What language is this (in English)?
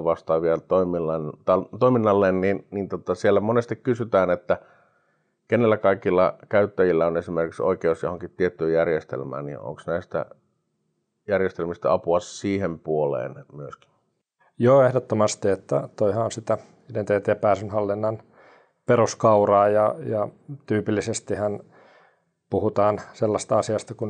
Finnish